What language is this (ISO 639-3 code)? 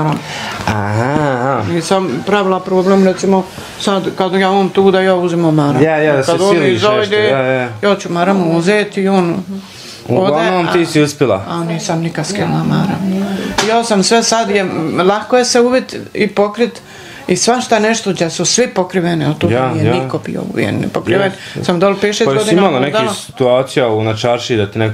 bos